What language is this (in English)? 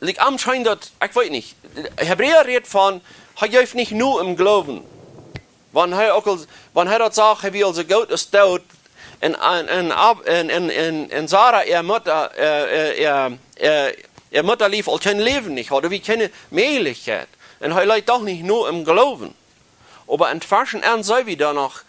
Plautdietsch